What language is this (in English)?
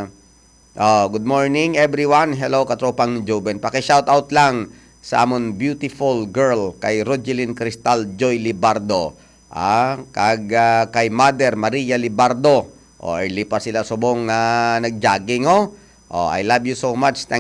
Hiligaynon